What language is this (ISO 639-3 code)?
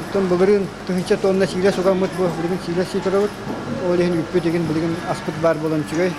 sah